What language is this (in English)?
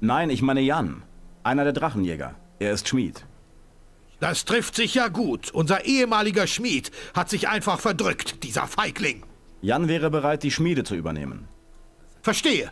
Bavarian